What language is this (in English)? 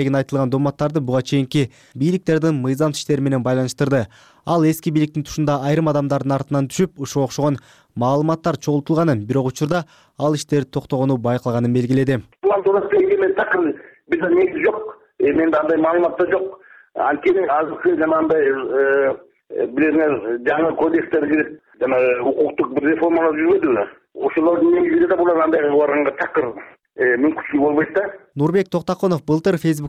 Kyrgyz